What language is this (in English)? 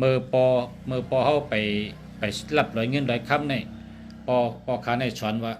Shan